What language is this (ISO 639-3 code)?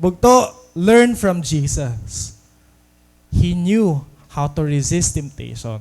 war